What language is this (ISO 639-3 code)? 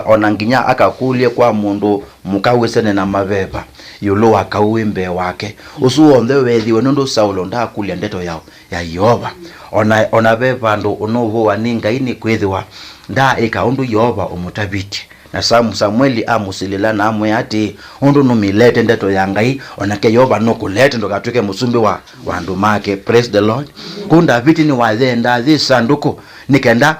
kam